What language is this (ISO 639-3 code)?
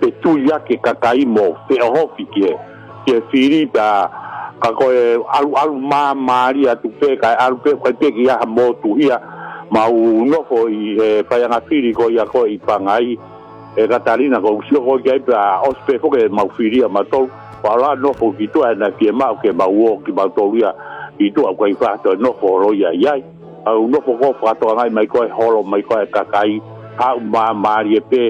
ton